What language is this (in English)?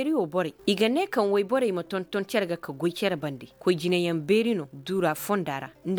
Koyraboro Senni